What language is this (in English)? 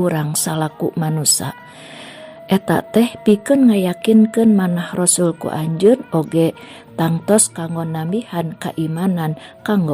Sundanese